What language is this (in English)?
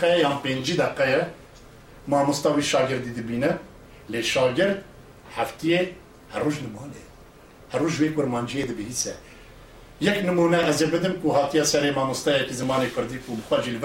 Kurdish